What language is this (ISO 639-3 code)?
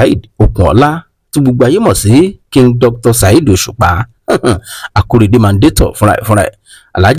yor